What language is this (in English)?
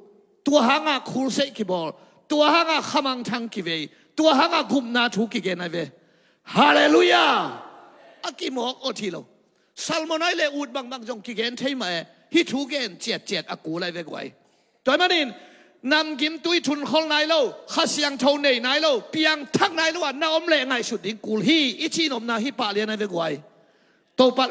Tedim Chin